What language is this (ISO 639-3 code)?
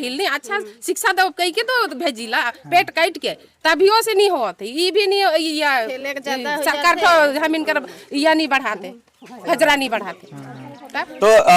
sck